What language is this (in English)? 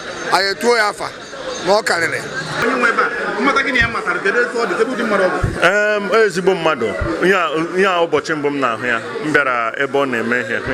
Igbo